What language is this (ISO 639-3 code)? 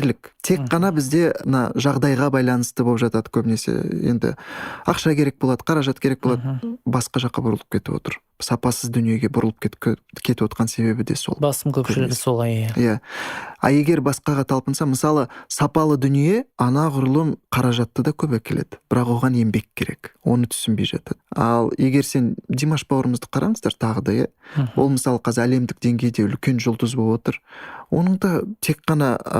kaz